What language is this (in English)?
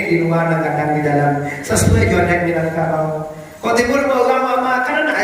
Minangkabau